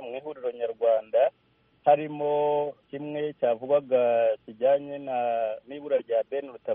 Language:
Kinyarwanda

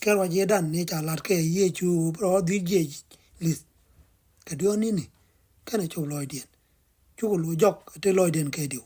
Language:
Nuer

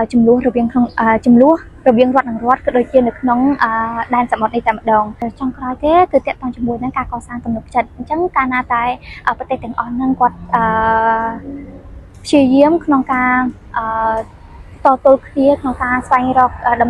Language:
Khmer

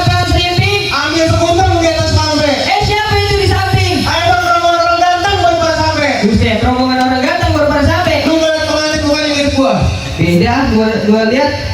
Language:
Betawi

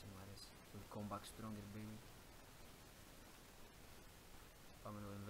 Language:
Greek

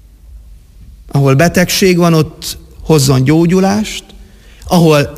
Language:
Hungarian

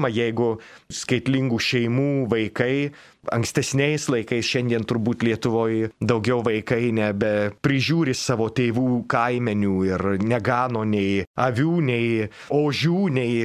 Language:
Lithuanian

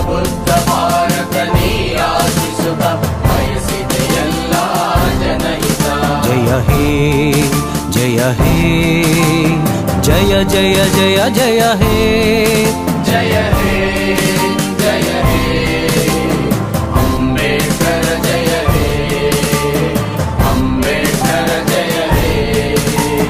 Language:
Kannada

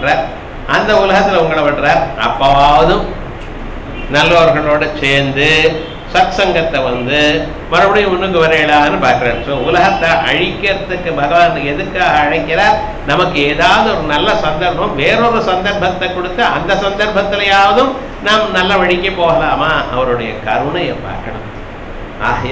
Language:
Tamil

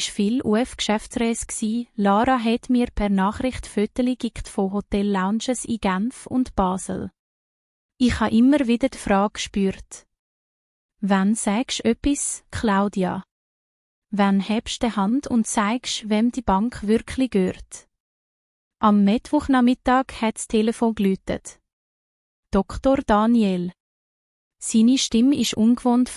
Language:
Swiss German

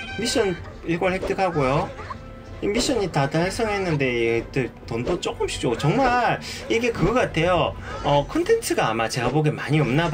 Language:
Korean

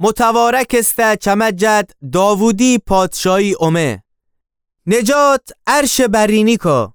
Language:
Gilaki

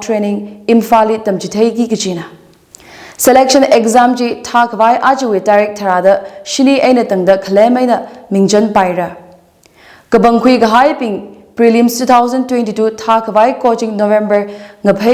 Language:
Tangkhul Naga (India)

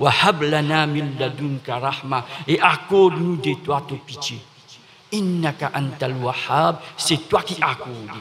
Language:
Morisyen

